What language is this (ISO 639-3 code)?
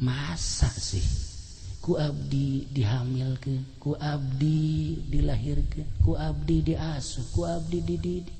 sun